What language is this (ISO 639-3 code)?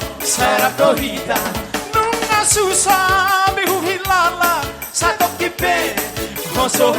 bbc